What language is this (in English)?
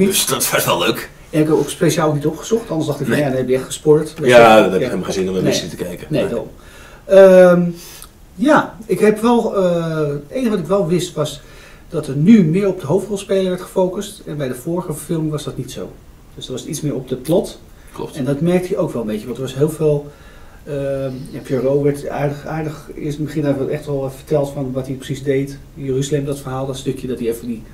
Dutch